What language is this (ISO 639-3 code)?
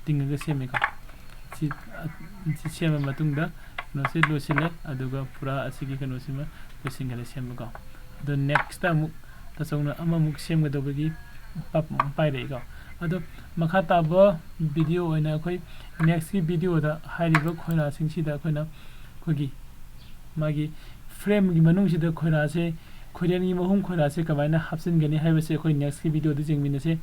mni